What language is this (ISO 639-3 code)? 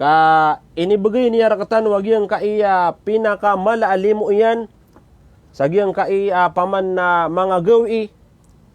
mrw